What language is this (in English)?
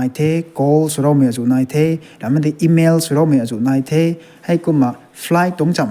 Rongmei Naga